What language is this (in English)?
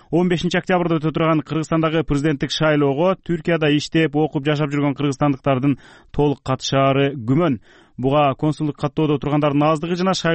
Kyrgyz